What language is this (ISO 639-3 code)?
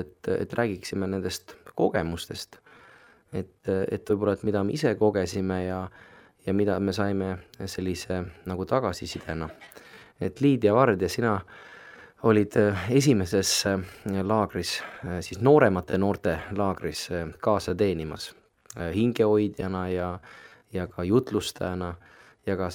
est